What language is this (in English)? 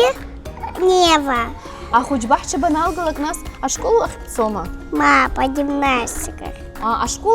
Abkhazian